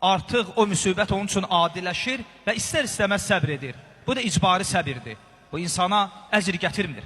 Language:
Azerbaijani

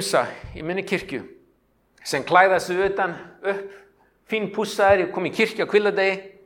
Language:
Icelandic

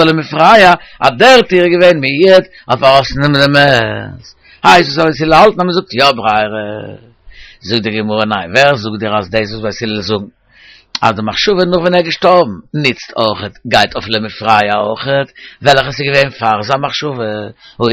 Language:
Yiddish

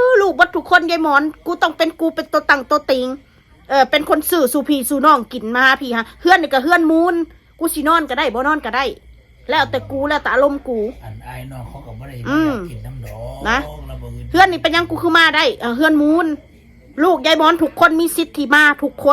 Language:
Northeastern Thai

